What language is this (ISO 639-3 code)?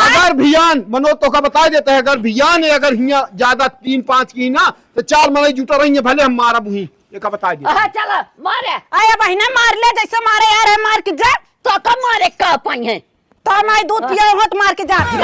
awa